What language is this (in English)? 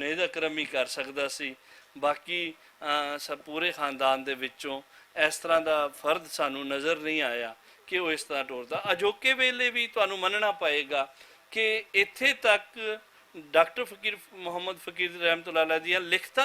Western Panjabi